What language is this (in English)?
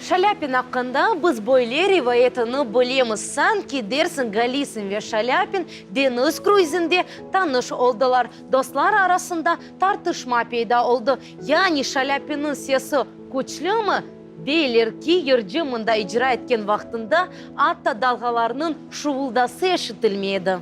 Crimean Tatar